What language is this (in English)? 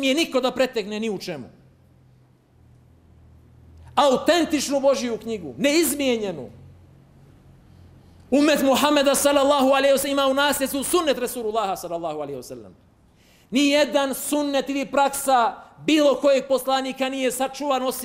Bosnian